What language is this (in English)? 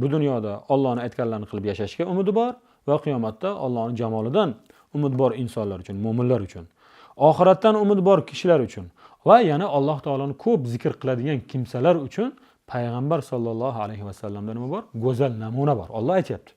Uzbek